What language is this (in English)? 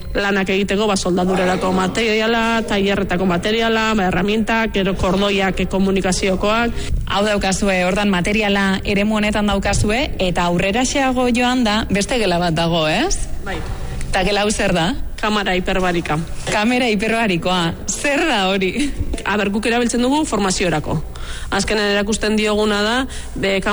Basque